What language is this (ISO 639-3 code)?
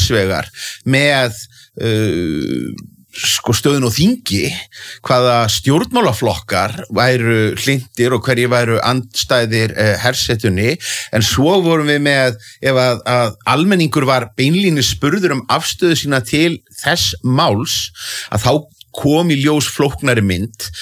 isl